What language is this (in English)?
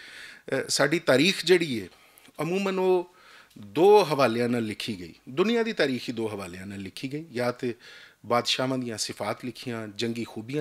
Western Panjabi